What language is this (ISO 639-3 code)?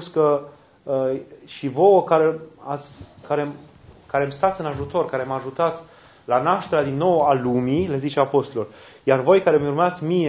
ron